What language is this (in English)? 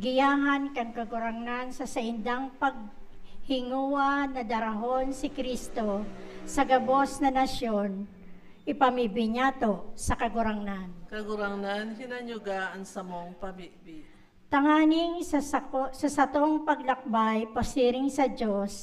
Bikol